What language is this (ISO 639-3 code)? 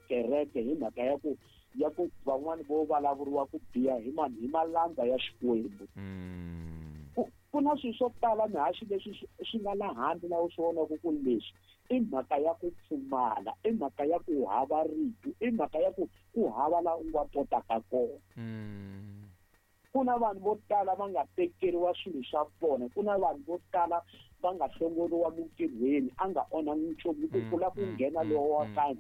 tso